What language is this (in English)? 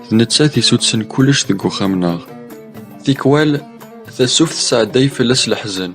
Kabyle